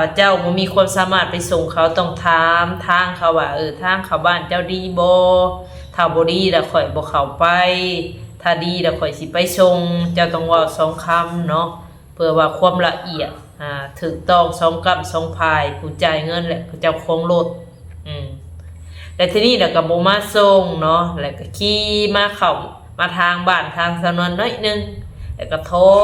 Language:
Northeastern Thai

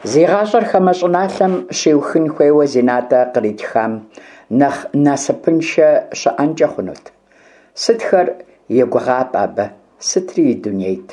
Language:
Kabardian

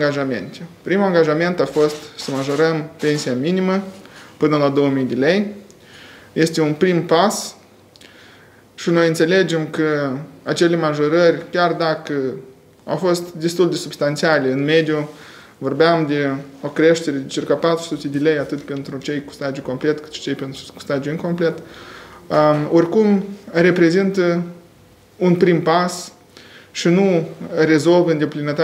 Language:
Romanian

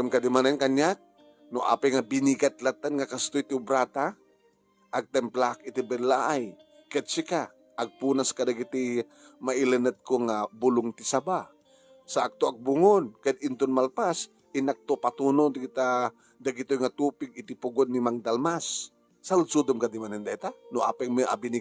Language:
Iloko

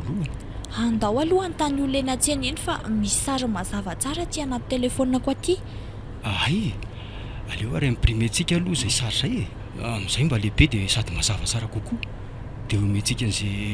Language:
Malagasy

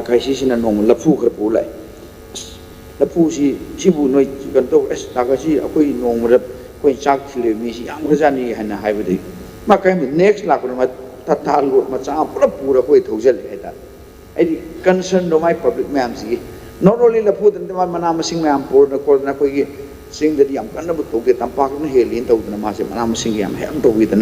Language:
Manipuri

